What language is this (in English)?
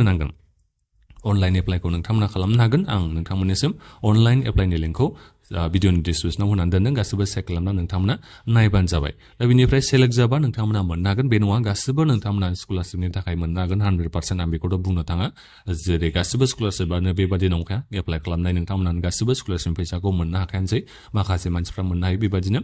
Bodo